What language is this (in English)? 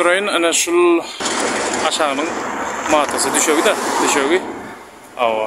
Turkmen